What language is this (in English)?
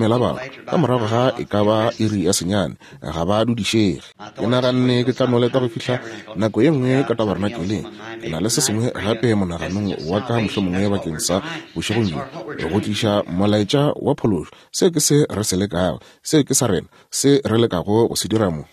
Northern Sotho